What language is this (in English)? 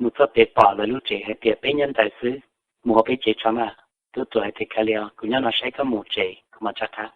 Hmong